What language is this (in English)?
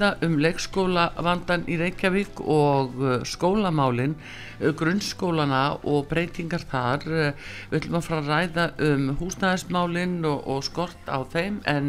Icelandic